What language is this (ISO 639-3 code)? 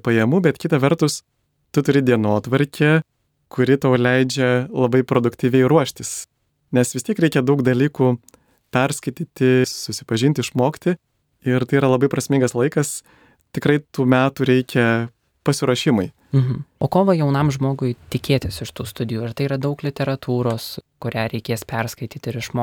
lit